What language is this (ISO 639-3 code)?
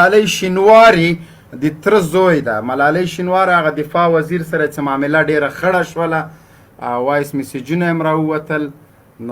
pus